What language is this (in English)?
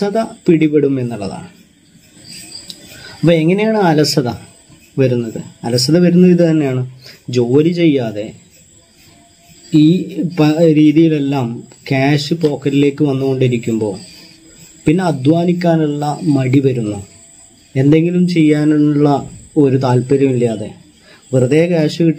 Malayalam